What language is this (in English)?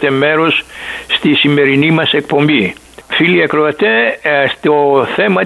Greek